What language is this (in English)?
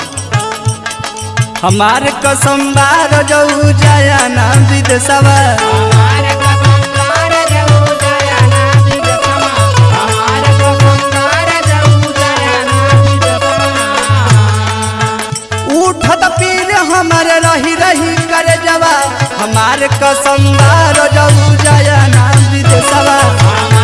Bhojpuri